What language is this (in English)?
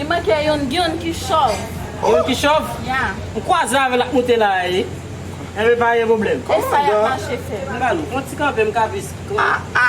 Haitian Creole